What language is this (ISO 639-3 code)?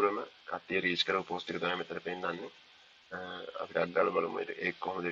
sin